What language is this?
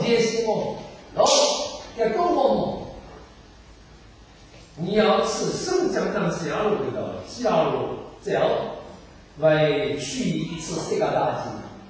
Chinese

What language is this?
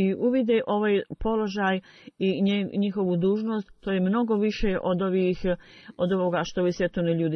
Bosnian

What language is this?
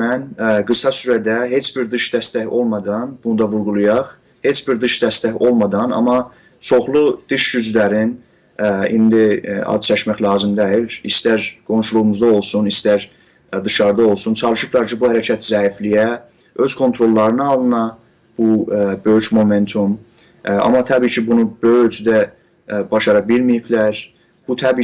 South Azerbaijani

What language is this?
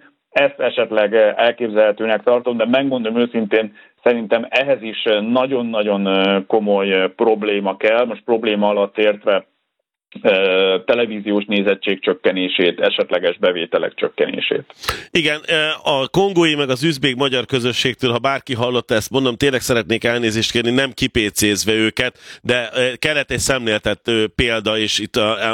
Hungarian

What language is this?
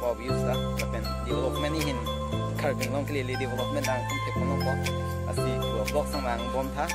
Karbi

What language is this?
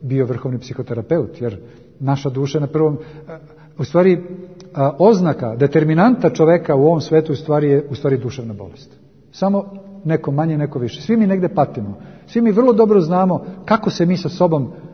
Serbian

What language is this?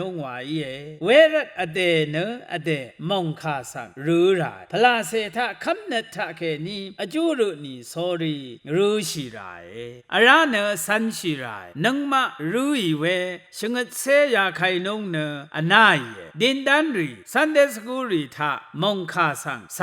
Rawang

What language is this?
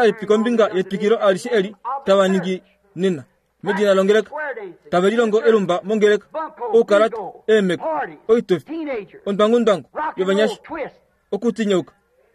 Kuanyama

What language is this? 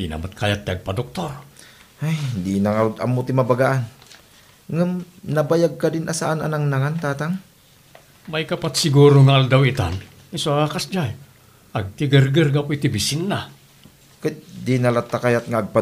Iloko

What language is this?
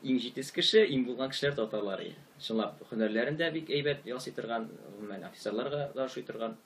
Tatar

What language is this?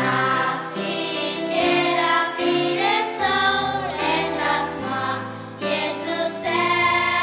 Faroese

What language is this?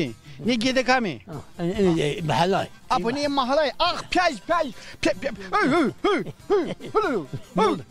Zaza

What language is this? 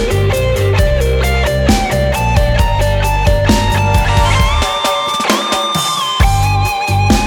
Russian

